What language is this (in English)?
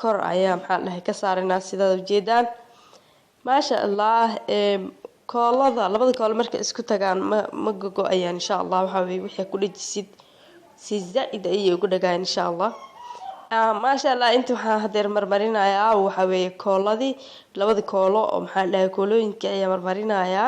Somali